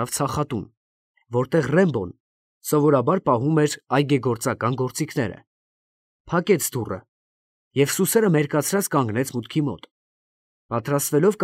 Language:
Armenian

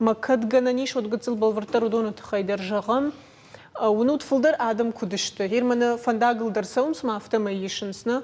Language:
Ossetic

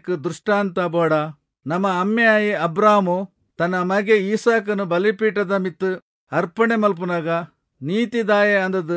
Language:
Tulu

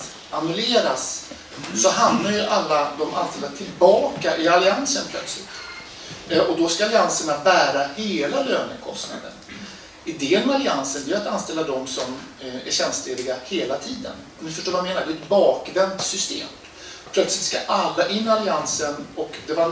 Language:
Swedish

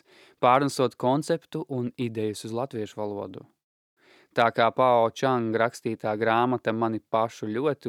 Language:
Latvian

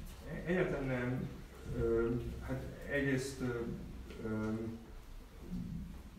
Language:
Hungarian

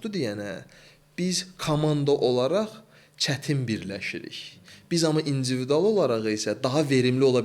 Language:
Azerbaijani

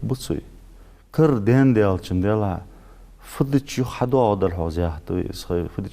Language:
Ingush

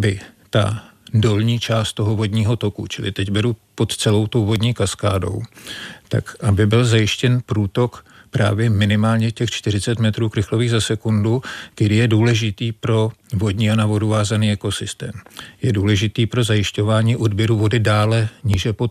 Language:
Czech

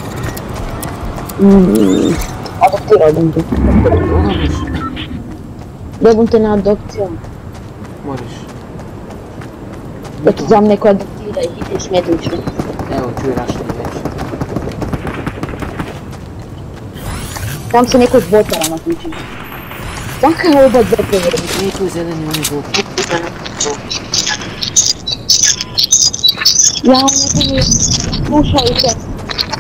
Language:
Croatian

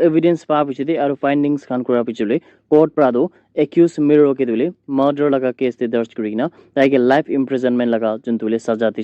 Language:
Naga Pidgin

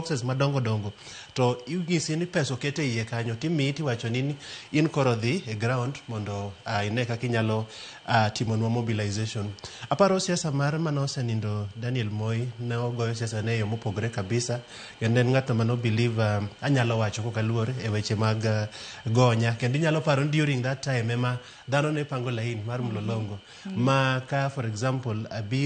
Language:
Luo (Kenya and Tanzania)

